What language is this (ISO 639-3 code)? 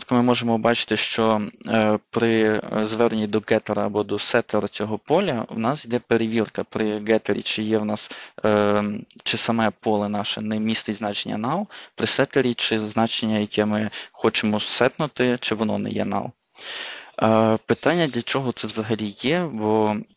ukr